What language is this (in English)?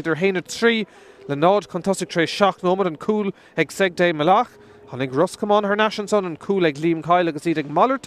Irish